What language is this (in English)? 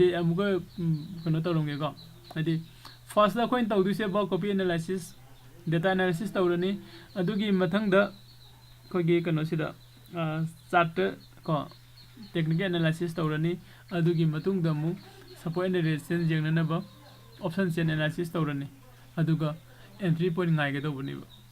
Manipuri